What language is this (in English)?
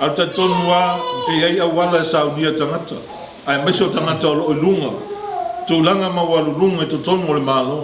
Samoan